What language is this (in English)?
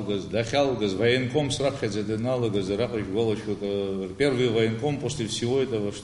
Abkhazian